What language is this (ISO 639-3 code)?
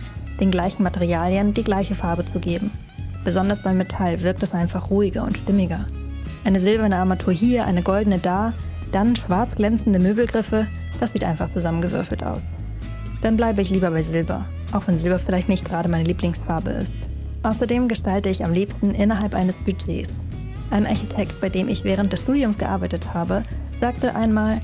deu